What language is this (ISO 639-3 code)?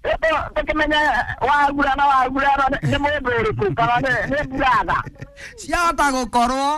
kik